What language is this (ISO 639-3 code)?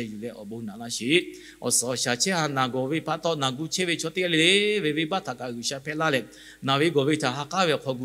lhu